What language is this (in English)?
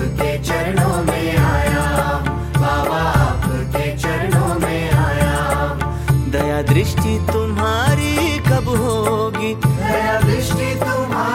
Hindi